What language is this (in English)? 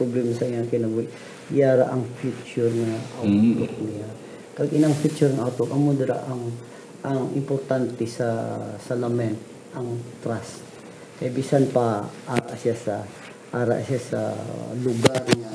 Hiligaynon